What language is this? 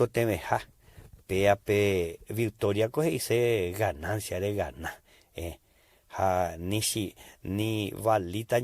Guarani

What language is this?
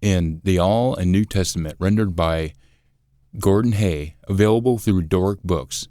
Scots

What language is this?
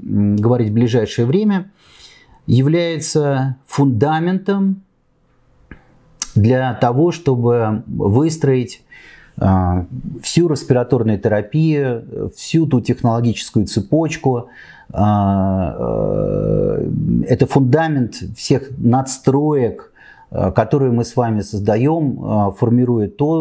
Russian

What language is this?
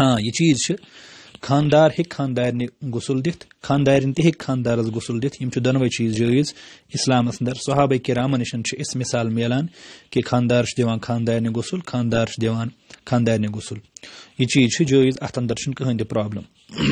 Kashmiri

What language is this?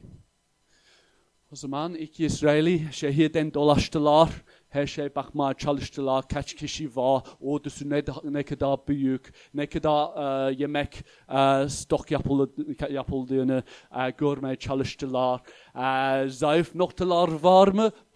Turkish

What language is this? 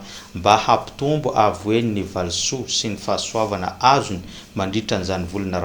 Malagasy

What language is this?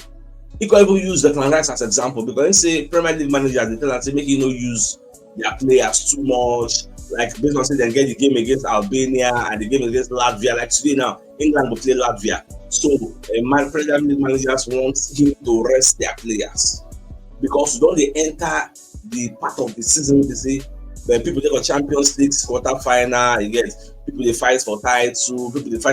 Nigerian Pidgin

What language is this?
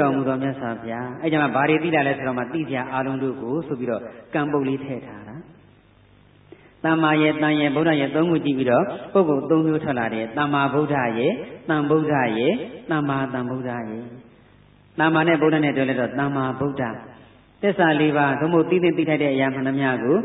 Burmese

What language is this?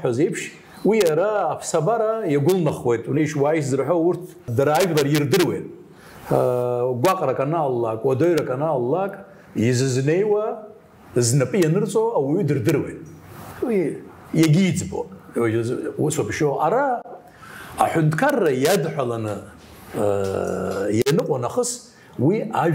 Abkhazian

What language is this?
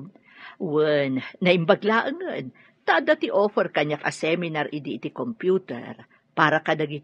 Iloko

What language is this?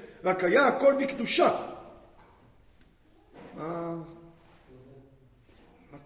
Hebrew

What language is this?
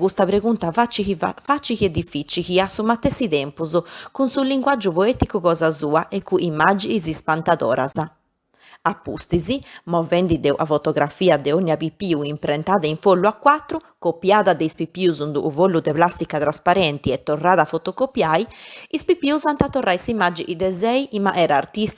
Sardinian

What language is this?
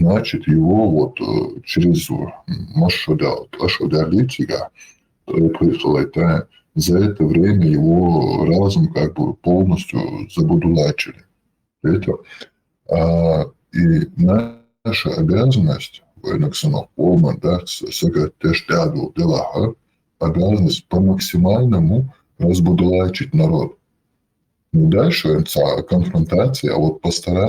Chechen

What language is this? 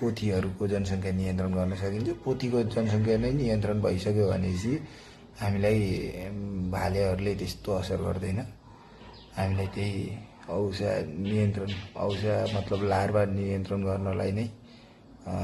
Nepali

